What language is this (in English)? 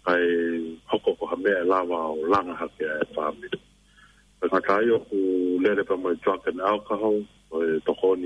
Tongan